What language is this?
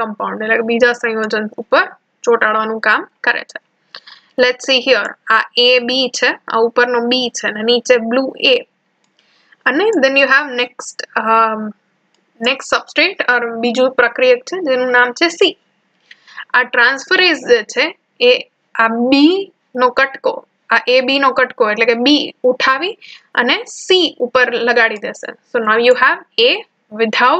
Gujarati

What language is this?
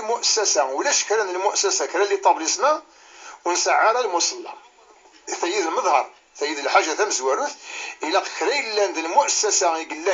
Kabyle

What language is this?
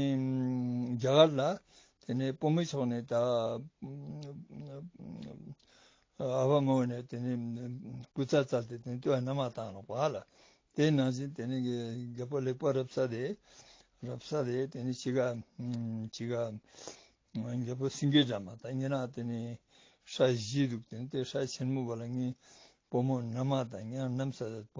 Ladakhi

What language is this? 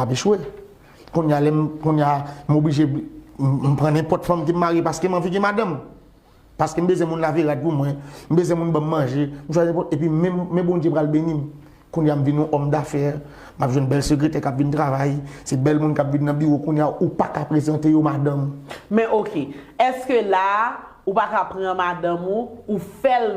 Haitian Creole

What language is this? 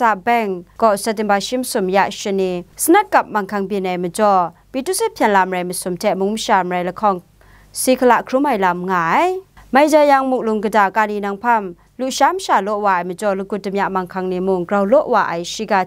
Kachin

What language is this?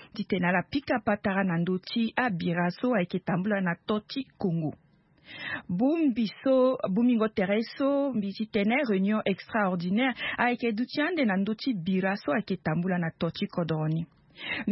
Sango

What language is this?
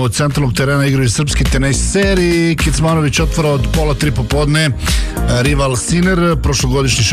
Serbian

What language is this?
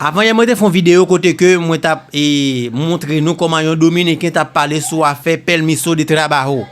Haitian Creole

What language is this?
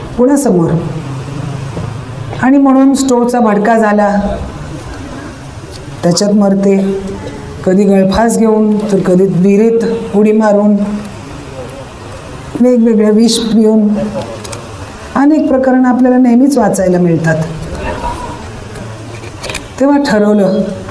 Marathi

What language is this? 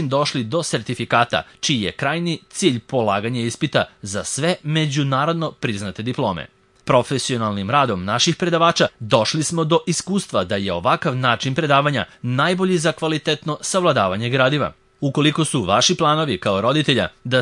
Serbian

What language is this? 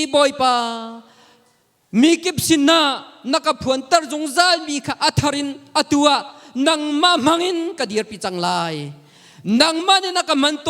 Hakha Chin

